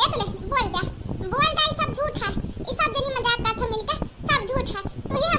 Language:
Awadhi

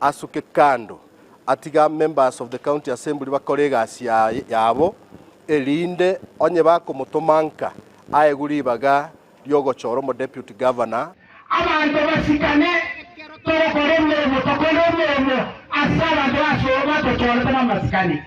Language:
Gusii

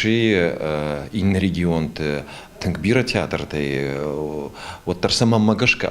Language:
Ossetic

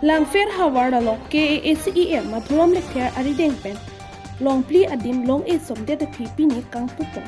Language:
Karbi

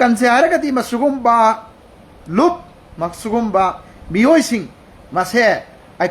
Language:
Manipuri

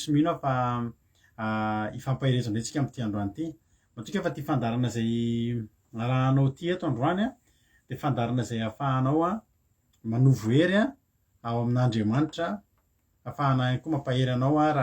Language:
Malagasy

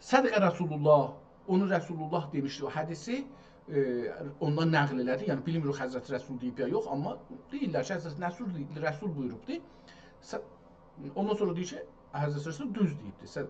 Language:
South Azerbaijani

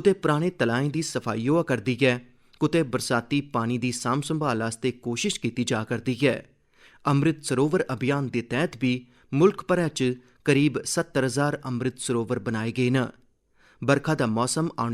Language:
Dogri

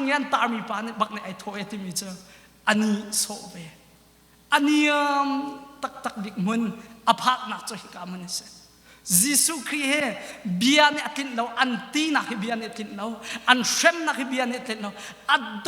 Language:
Hakha Chin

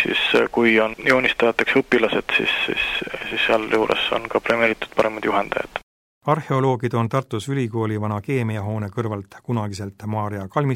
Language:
Estonian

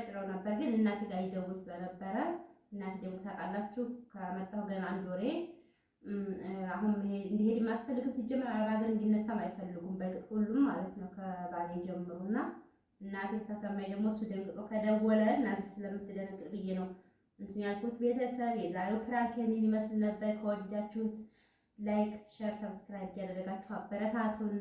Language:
Amharic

